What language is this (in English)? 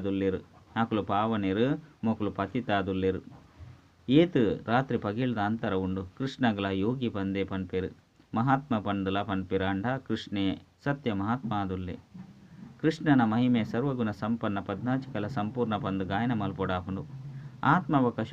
Tulu